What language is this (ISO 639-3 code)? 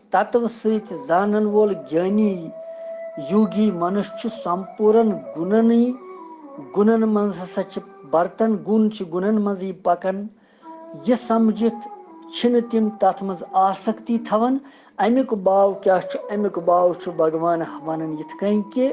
kas